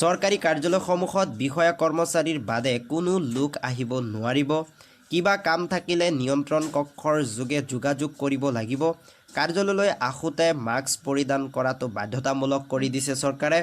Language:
Assamese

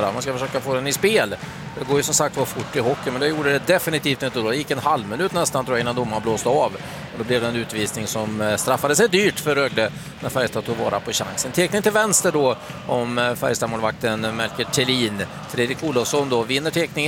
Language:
Swedish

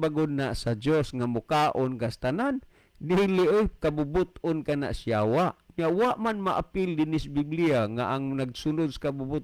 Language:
Cebuano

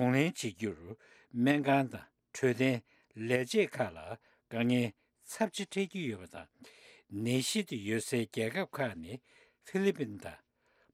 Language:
Tibetan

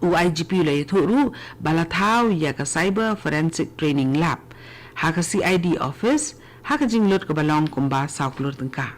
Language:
Khasi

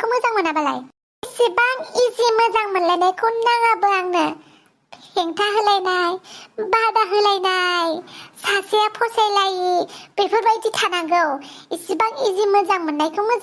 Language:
Bodo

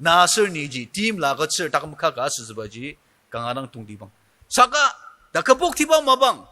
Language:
Ao Naga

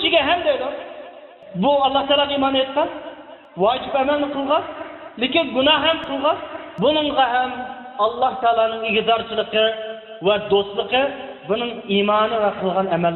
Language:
Uyghur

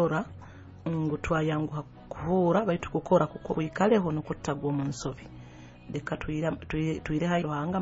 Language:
Nyoro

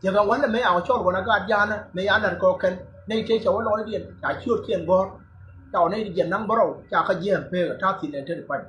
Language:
Nuer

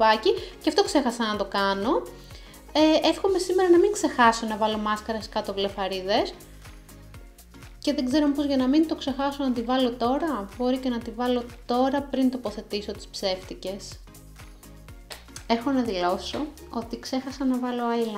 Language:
Greek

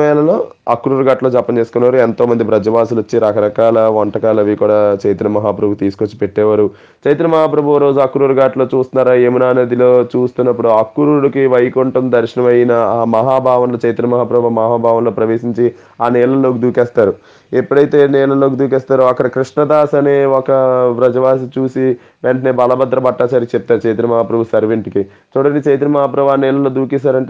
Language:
Telugu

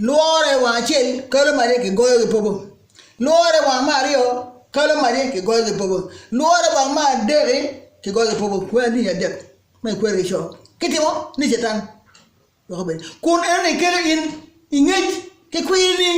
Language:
Acoli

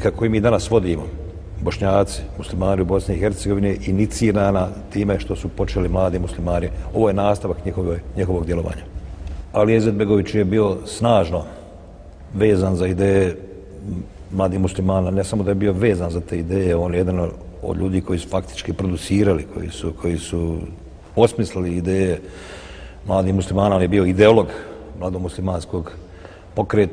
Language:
Bosnian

